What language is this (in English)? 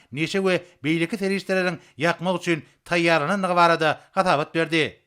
Turkmen